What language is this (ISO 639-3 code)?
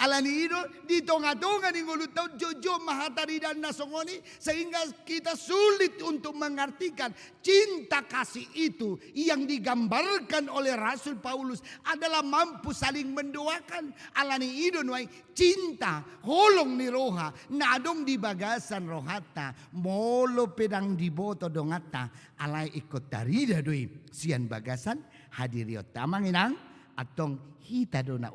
bbc